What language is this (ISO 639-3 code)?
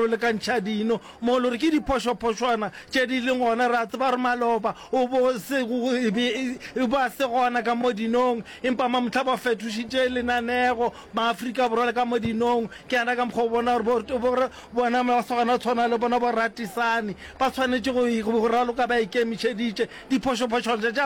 nso